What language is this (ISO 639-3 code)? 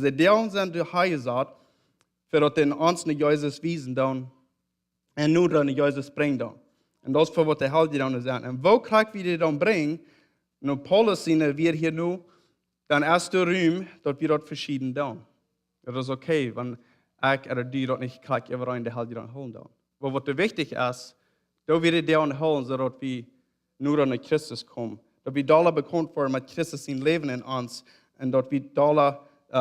pdt